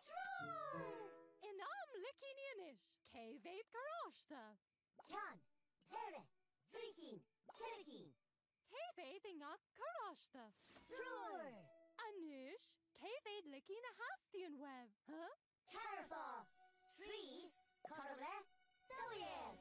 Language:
Irish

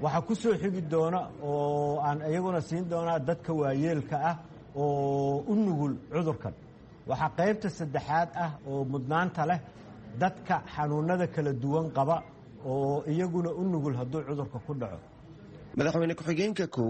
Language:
Somali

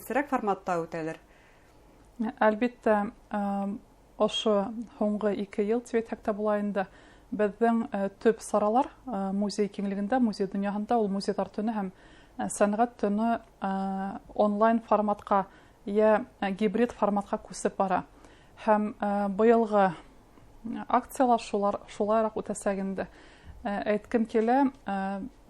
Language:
Bashkir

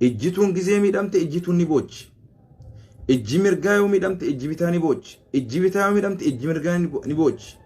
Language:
Oromo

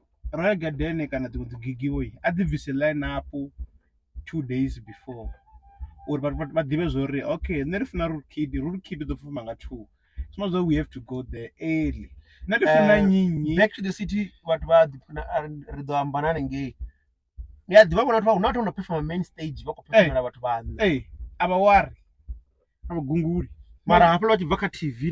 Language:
Venda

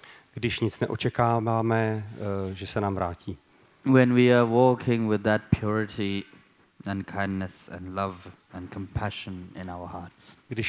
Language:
Czech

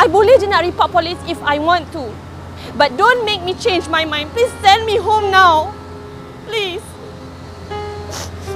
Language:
Malay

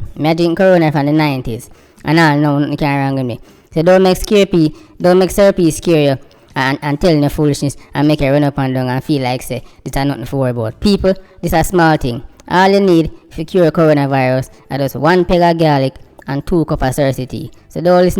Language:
Jamaican Creole English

